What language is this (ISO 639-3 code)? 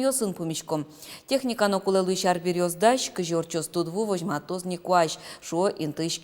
udm